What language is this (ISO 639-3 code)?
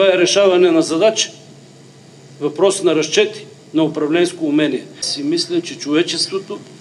bul